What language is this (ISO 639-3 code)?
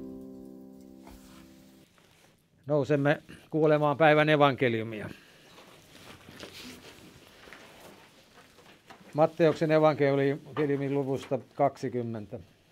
fin